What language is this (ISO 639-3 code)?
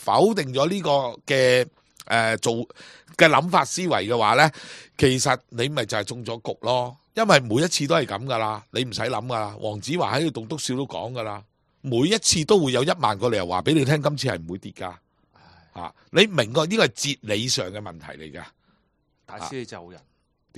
yue